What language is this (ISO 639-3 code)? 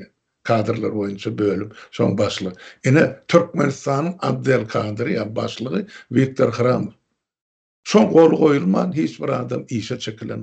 tuk